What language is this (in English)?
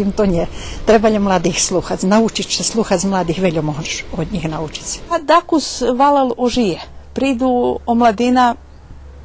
Rusyn